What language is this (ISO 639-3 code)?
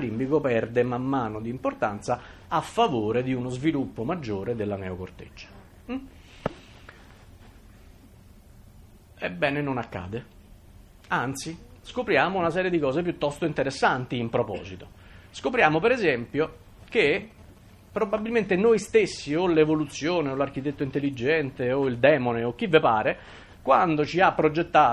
ita